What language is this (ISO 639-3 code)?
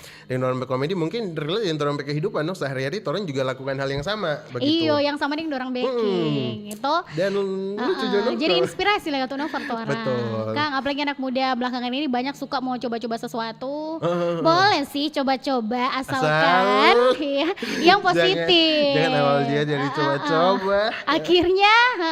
xmm